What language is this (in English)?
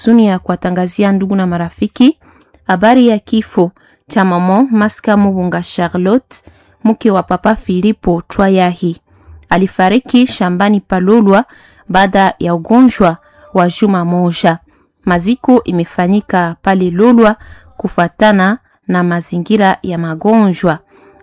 Swahili